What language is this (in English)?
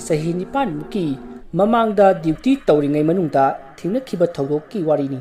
Manipuri